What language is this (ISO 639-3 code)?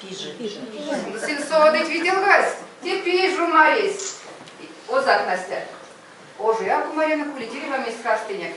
myv